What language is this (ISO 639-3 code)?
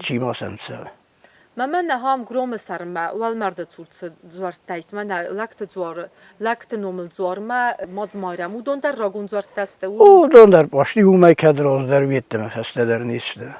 oss